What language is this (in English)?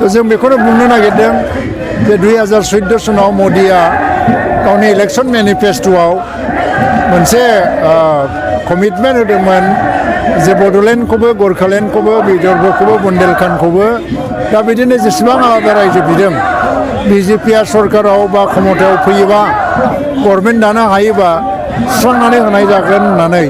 Bodo